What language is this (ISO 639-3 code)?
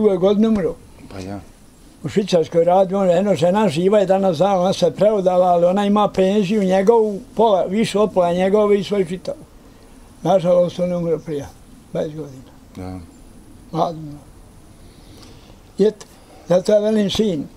bos